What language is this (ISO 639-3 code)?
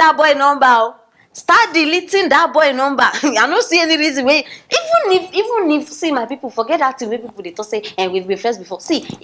pcm